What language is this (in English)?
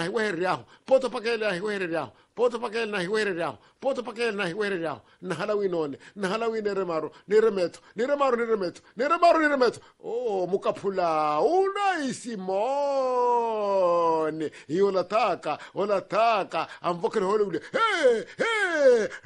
Swahili